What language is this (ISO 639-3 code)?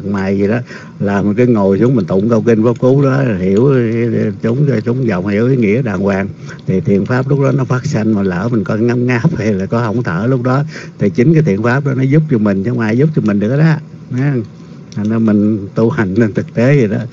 vie